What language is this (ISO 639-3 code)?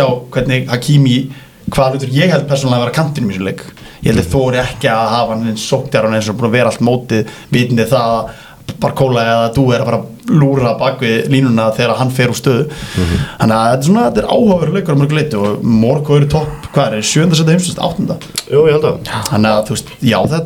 isl